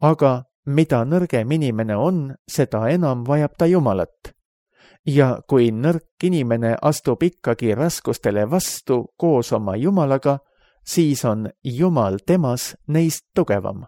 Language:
Estonian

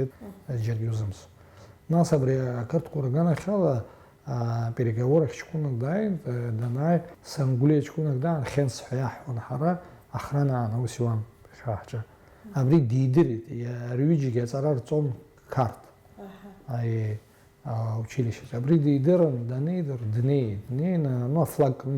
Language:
Abkhazian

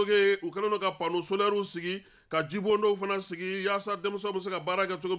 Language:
Bambara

